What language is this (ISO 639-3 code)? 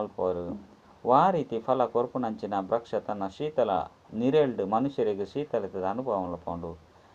tcy